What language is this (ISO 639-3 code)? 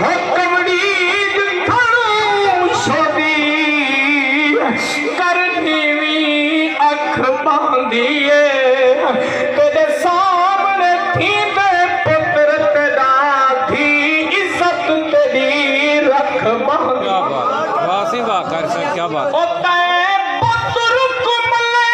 skr